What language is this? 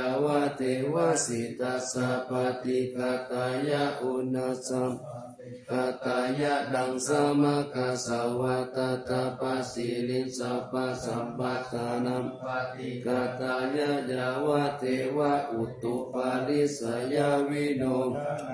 Pali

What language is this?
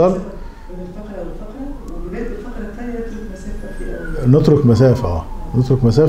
Arabic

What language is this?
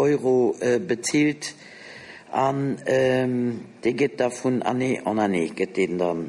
Luxembourgish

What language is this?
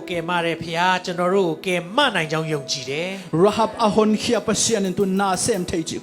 Tedim Chin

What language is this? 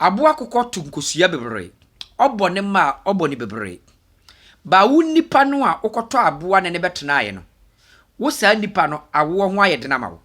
Akan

